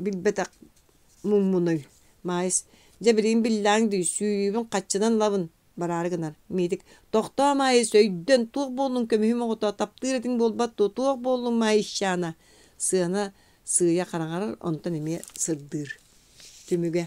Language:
Yakut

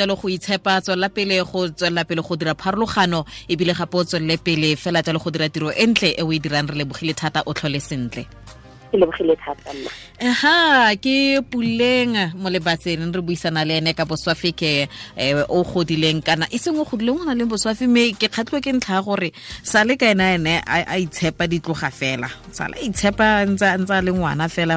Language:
Tswana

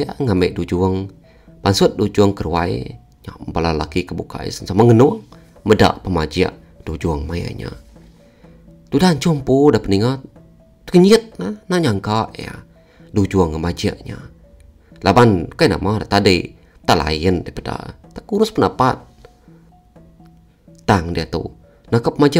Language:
Iban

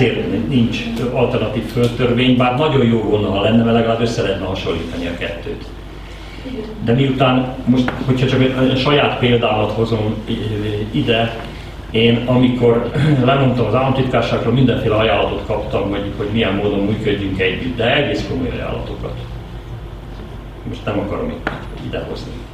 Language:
Hungarian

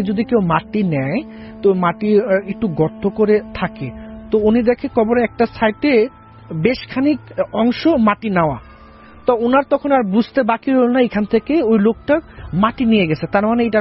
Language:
Bangla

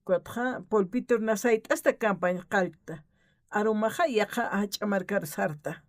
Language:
Aymara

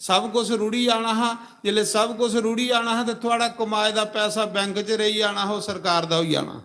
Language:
Dogri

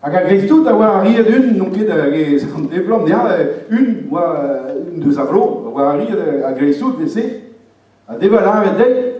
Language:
Breton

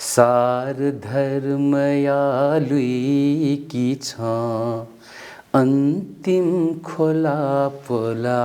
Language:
Newari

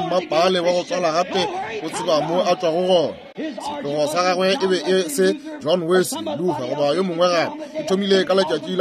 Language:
Northern Sotho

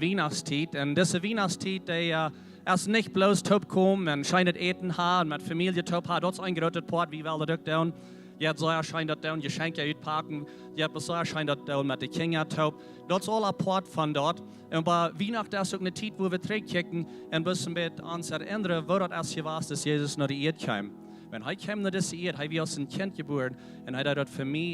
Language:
Plautdietsch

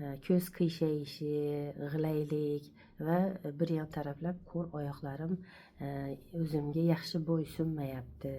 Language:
Uzbek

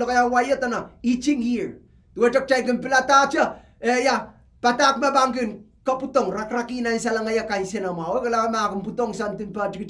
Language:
Pohnpeian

